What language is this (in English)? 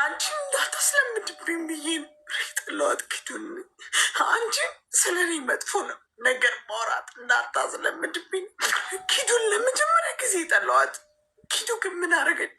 Amharic